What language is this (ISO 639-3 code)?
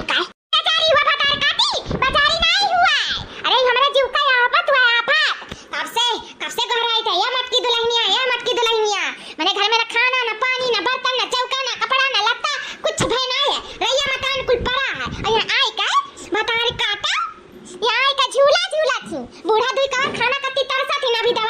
awa